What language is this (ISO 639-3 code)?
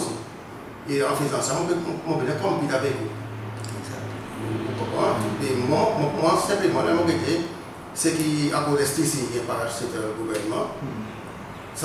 crs